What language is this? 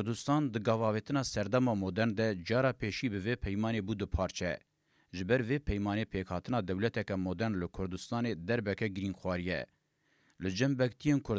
Kurdish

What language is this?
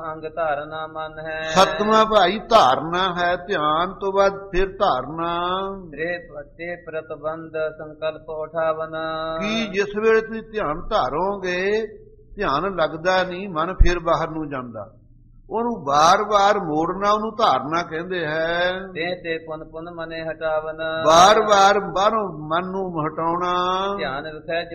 Punjabi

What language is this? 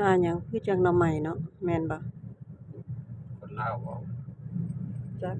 Northeastern Thai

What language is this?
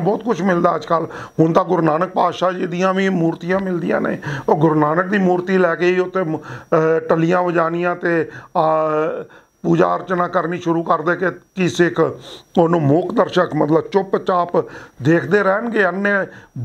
Punjabi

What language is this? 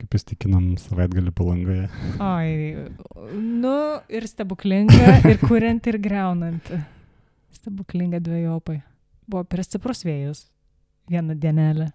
Lithuanian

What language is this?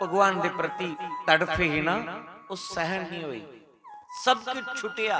Dogri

